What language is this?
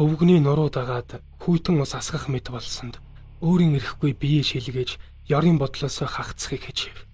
Mongolian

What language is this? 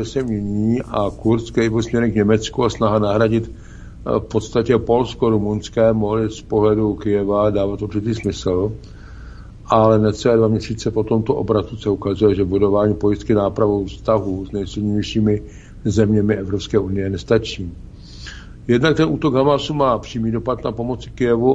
Czech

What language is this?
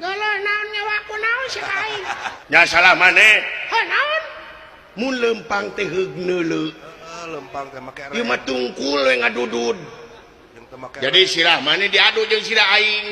Sundanese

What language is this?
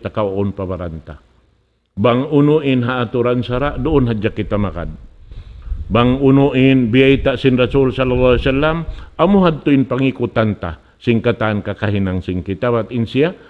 Tausug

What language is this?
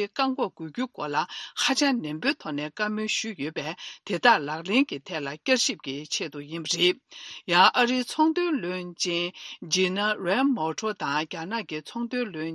Tibetan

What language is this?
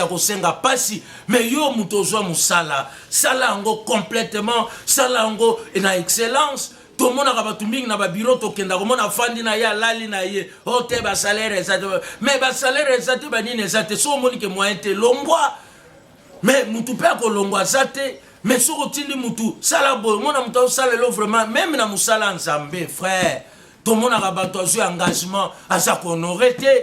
Lingala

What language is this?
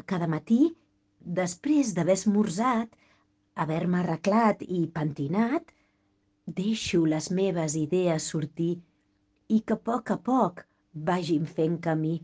Catalan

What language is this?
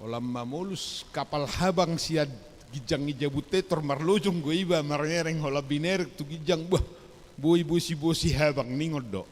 Batak Toba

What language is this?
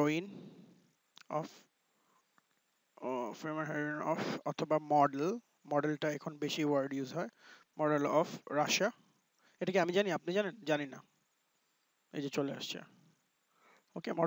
Bangla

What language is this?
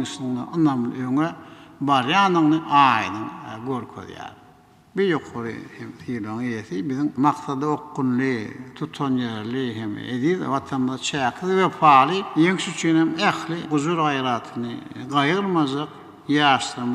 Turkmen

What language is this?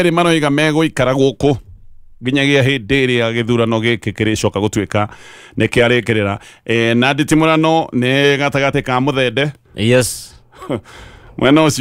Kikuyu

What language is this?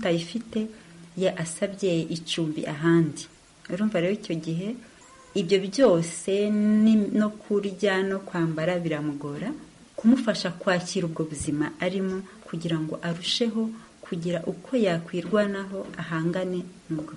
Kinyarwanda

